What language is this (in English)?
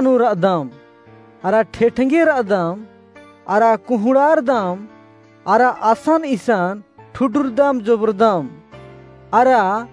Kurukh